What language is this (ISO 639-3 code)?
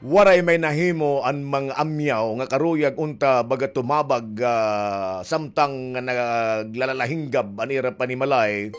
war